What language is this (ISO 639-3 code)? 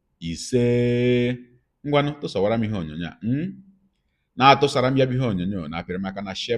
ibo